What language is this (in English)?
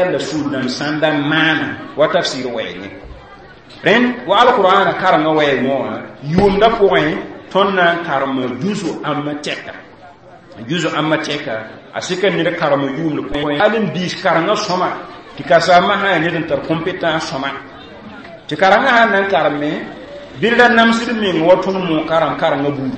Mossi